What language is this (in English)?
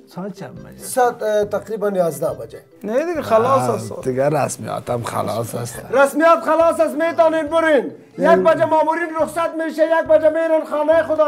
Persian